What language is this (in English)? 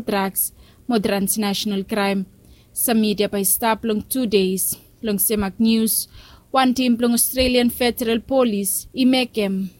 Bislama